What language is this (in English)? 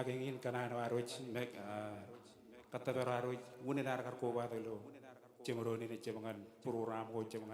Marshallese